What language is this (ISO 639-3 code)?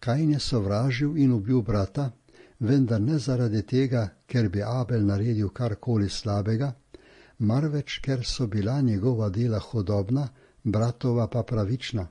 slv